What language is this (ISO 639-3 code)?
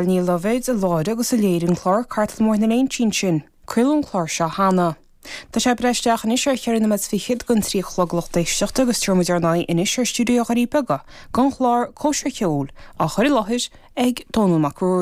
gle